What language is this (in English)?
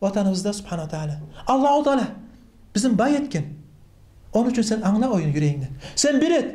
Kumyk